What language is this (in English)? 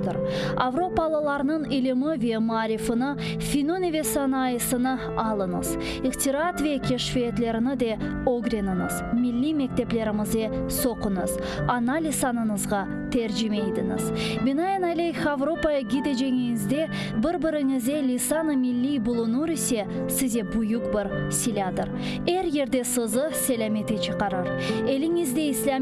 Crimean Tatar